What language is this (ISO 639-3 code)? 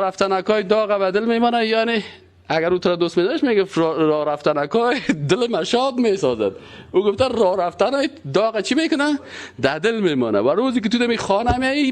fas